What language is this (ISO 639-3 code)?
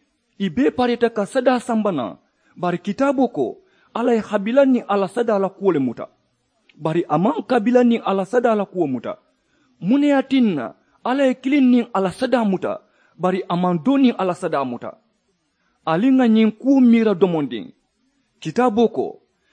man